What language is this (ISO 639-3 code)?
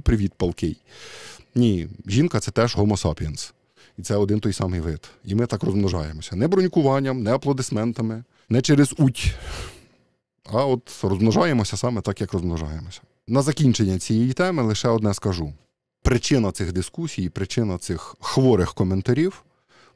ukr